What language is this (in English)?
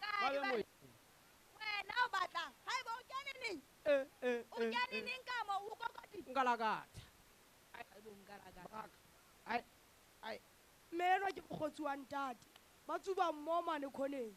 Southern Sotho